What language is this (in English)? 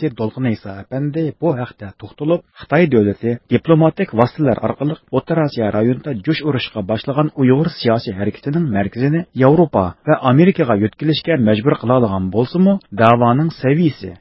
Uyghur